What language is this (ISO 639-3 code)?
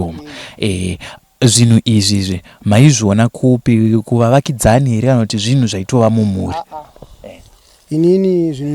sna